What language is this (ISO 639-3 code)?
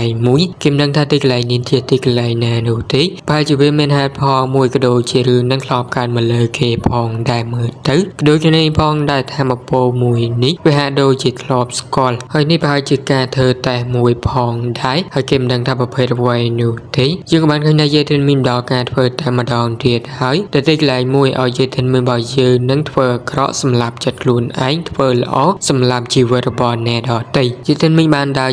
khm